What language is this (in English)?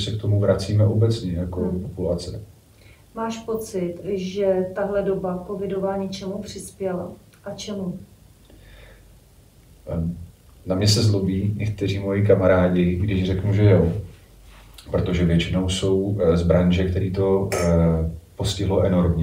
Czech